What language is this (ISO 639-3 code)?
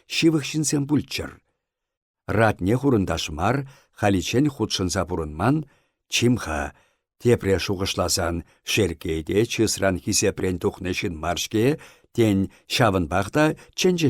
chv